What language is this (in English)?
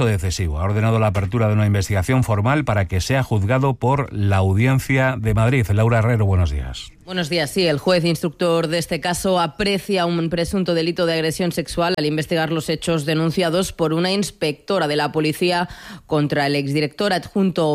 Spanish